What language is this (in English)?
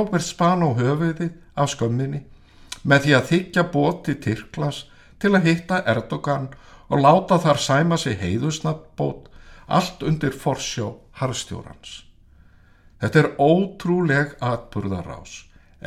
Icelandic